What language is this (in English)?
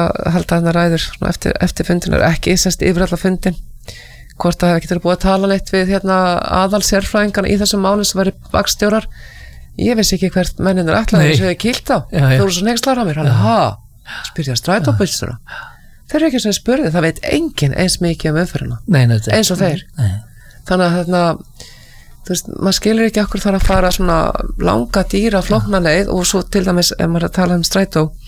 Icelandic